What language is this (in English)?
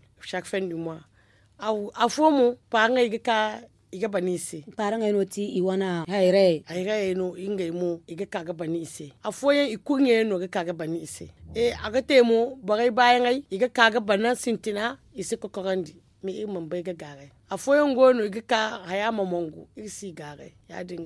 Zarma